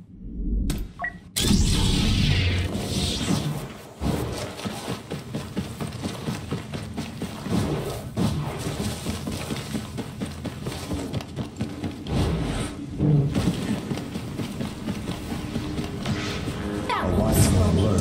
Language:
English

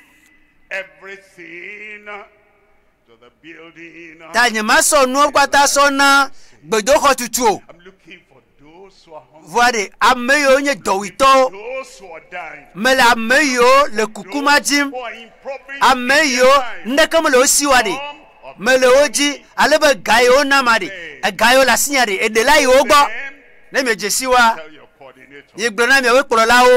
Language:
Ewe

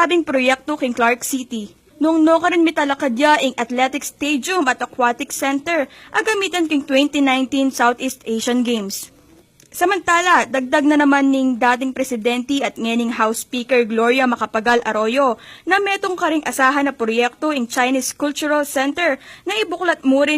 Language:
Pampanga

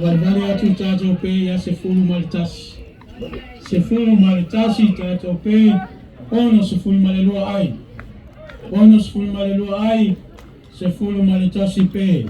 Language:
Samoan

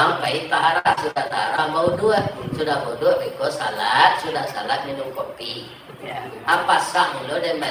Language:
Minangkabau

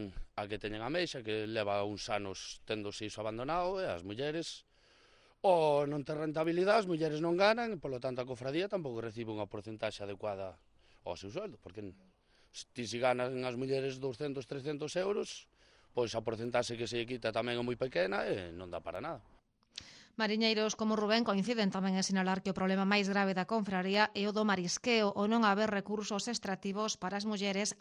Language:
Galician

